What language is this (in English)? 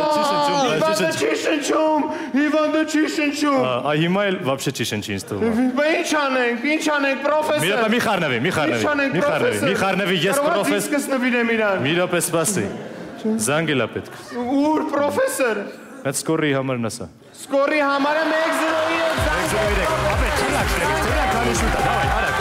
Armenian